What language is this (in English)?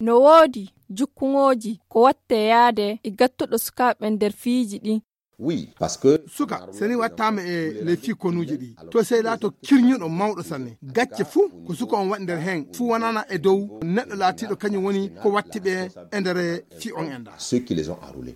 Fula